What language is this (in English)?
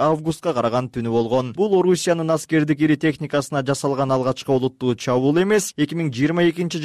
Kyrgyz